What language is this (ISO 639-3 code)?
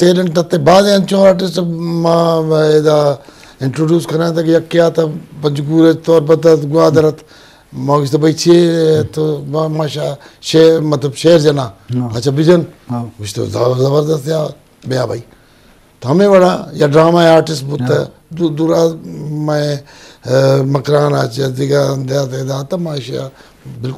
bgp